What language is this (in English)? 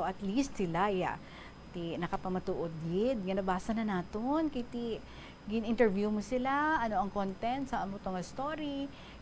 Hiligaynon